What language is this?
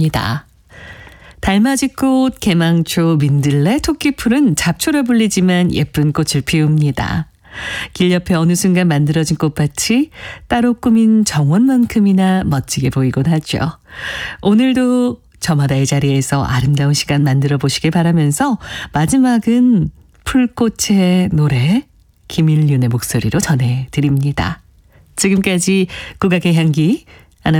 Korean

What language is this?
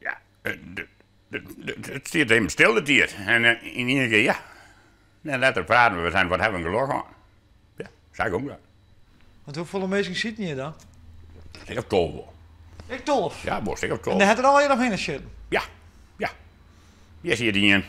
Western Frisian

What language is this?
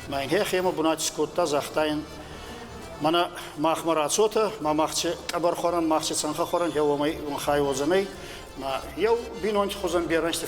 Ossetic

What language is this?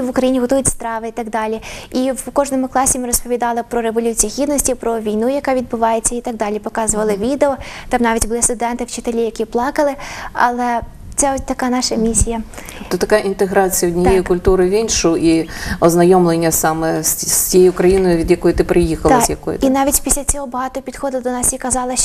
Ukrainian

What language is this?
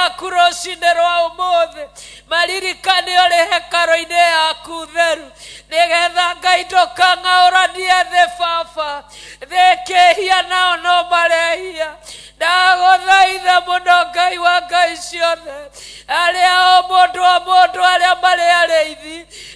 Kikuyu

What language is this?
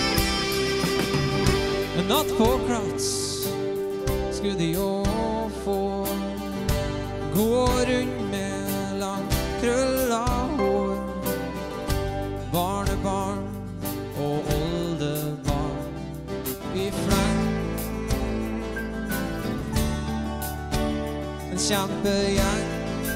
Norwegian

